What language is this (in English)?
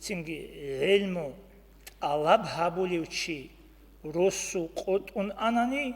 Avaric